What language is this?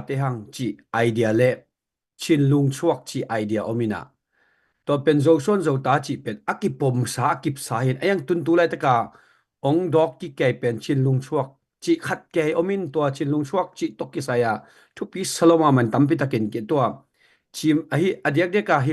Tedim Chin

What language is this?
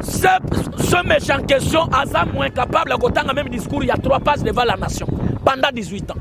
Lingala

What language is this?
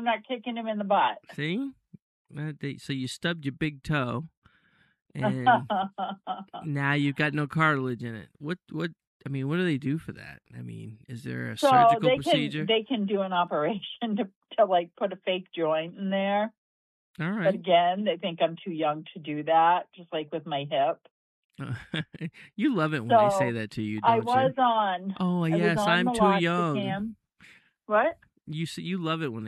English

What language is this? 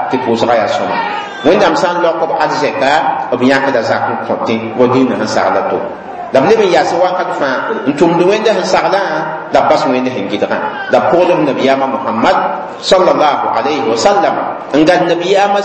Mossi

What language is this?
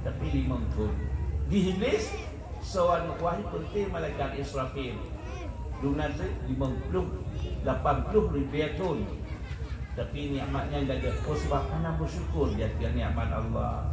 Achinese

